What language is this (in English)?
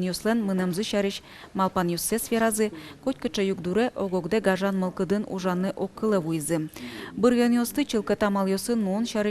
Udmurt